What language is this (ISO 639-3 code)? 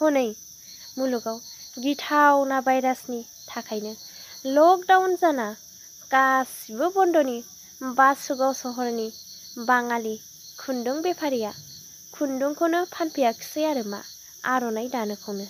brx